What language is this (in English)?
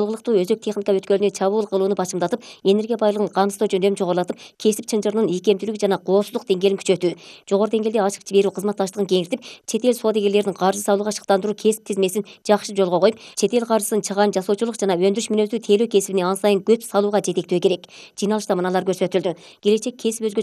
Kyrgyz